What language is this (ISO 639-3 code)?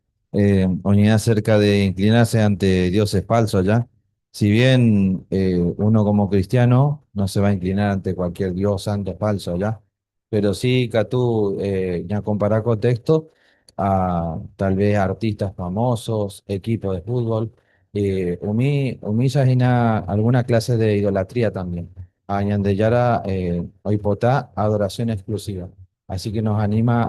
grn